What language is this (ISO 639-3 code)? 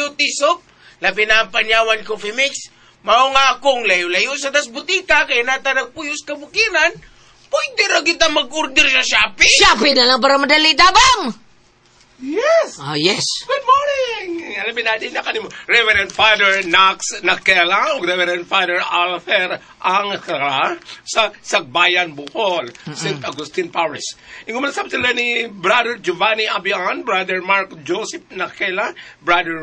ceb